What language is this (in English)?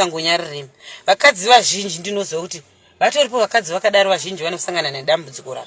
Shona